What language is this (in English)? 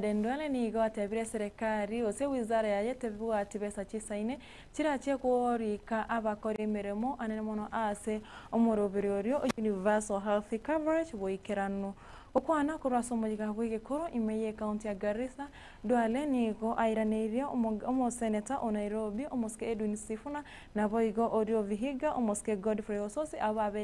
Gusii